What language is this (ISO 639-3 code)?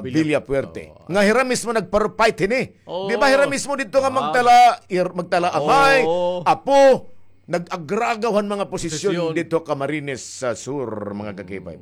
war